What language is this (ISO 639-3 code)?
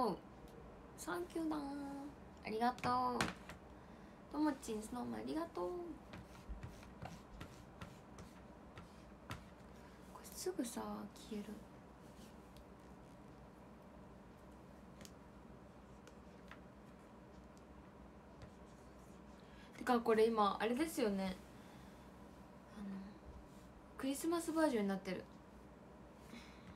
jpn